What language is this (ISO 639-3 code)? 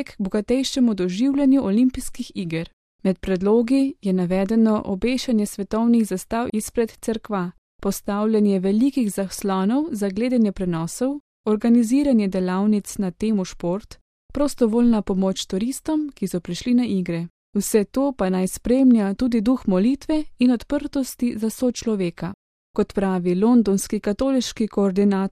slv